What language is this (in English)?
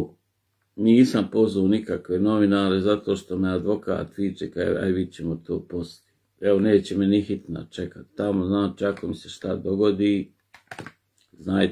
Bosnian